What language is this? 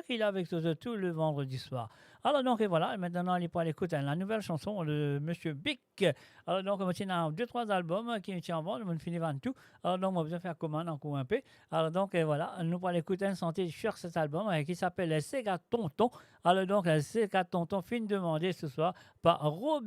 Morisyen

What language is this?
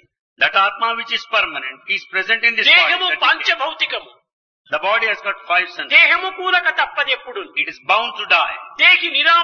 Telugu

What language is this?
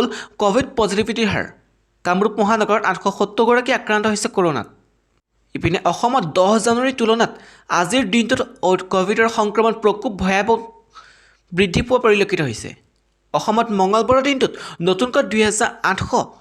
Assamese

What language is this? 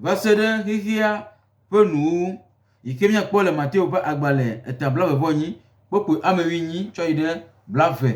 Gen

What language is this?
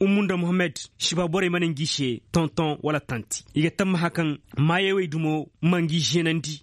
Koyraboro Senni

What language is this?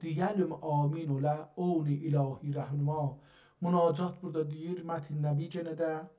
South Azerbaijani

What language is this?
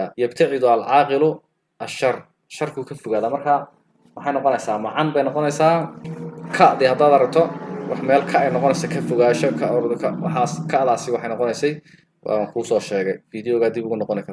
Somali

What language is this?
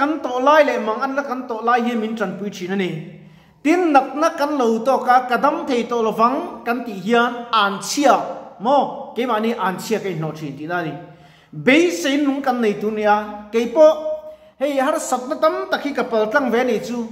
Mizo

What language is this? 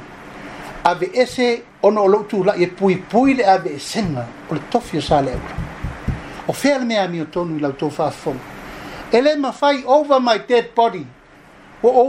Samoan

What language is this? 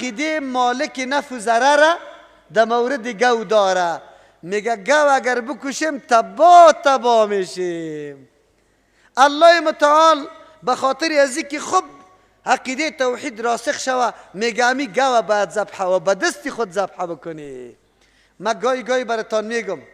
Persian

